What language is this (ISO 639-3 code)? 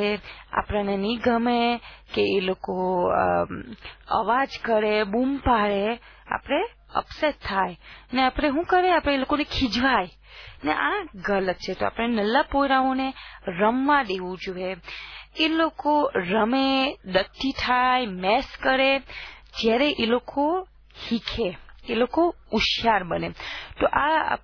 guj